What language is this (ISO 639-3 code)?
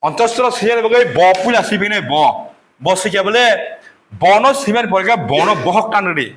trp